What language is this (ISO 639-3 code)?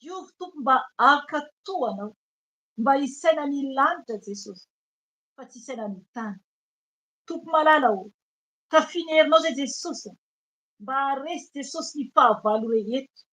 mlg